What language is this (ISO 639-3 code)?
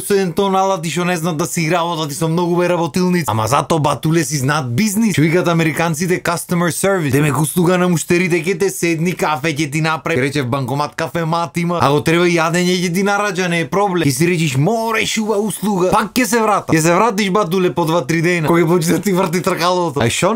mkd